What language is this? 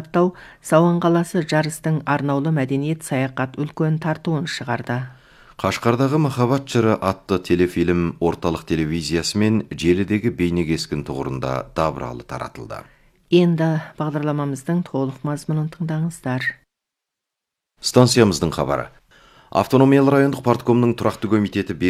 Kazakh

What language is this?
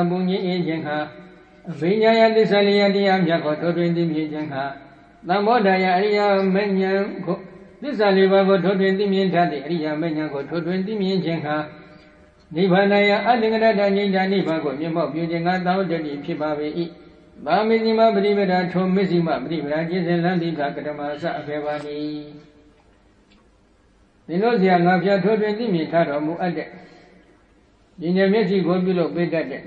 Burmese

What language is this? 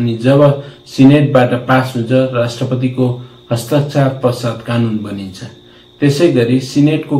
Nepali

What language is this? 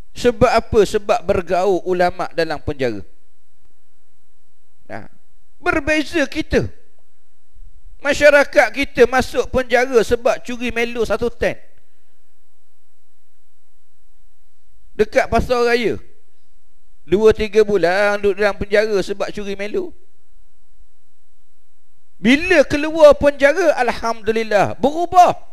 Malay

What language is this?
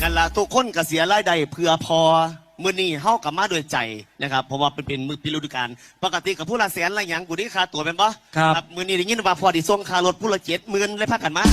Northeastern Thai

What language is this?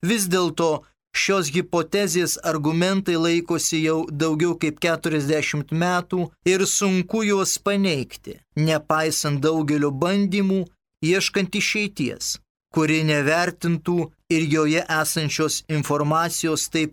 Lithuanian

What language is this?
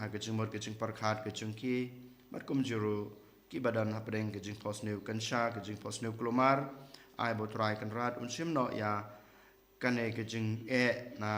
Khasi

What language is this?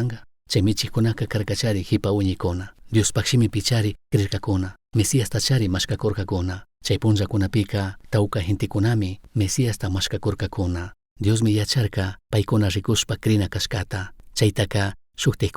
Chimborazo Highland Quichua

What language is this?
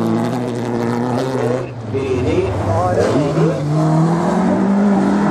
Norwegian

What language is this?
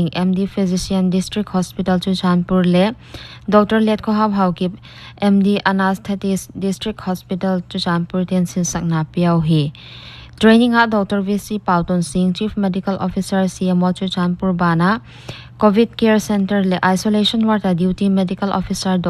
Paite Chin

